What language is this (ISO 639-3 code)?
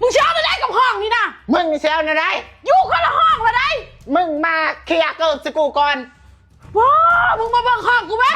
tts